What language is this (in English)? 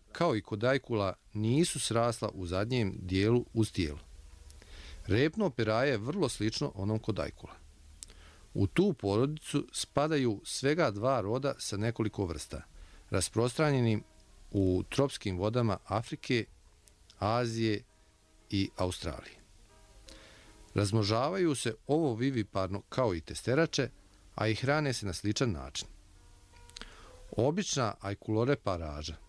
Bosnian